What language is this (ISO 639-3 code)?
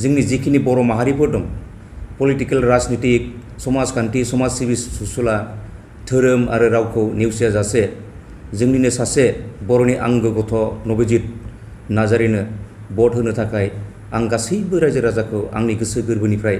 brx